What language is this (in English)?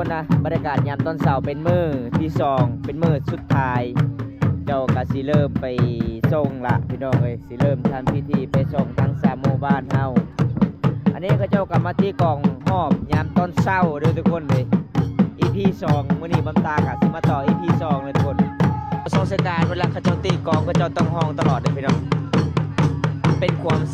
Lao